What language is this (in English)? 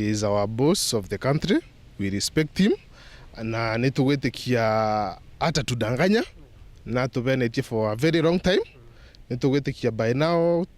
Meru